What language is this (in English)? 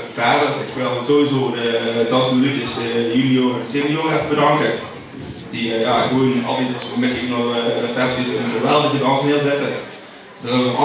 Limburgish